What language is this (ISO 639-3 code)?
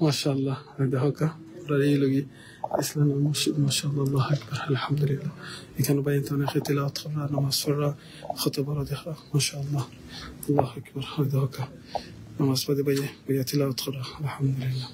syl